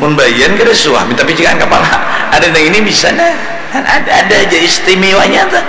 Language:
Banjar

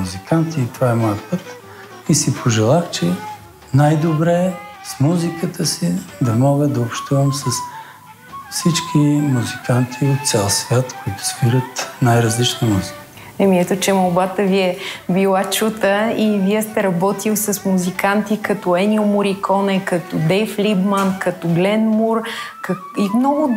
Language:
Bulgarian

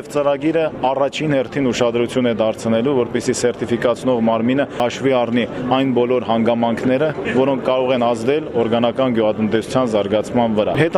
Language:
Armenian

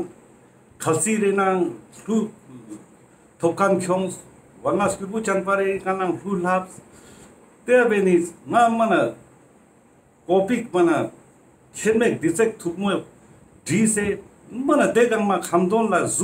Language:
Ladakhi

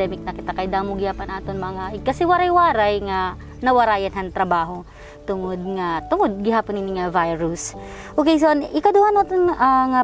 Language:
Waray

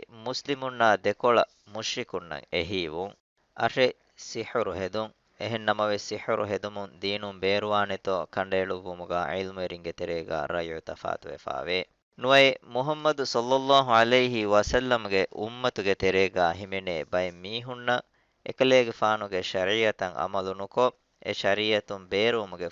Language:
Divehi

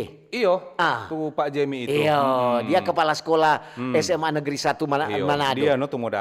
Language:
Manado Malay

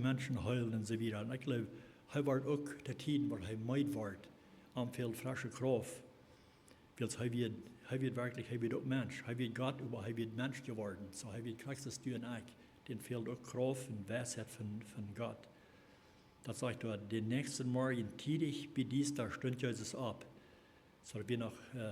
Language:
Plautdietsch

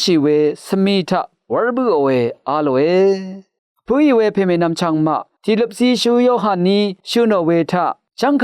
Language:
Rawang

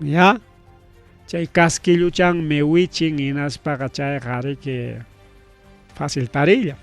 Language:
Ayacucho Quechua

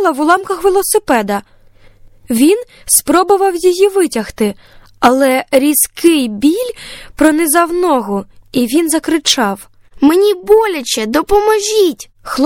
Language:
Ukrainian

